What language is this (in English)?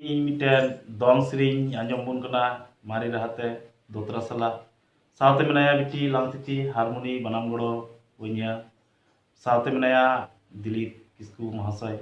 Santali